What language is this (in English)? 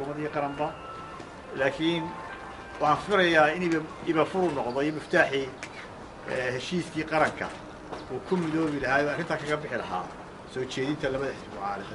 Somali